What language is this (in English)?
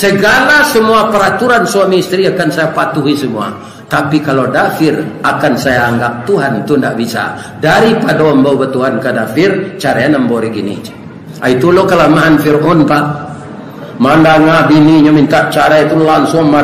Minangkabau